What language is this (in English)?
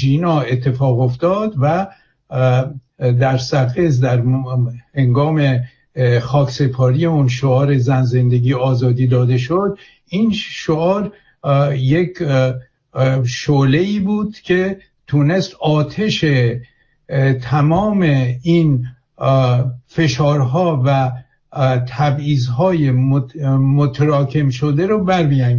Persian